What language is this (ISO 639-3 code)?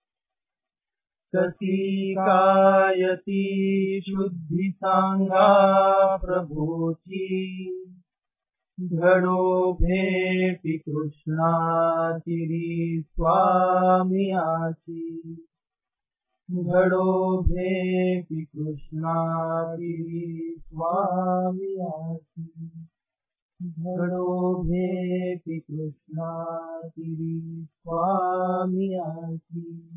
mar